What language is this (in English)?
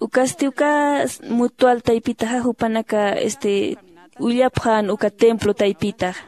Aymara